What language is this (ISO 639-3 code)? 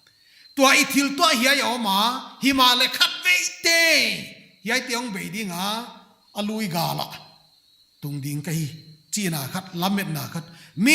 pck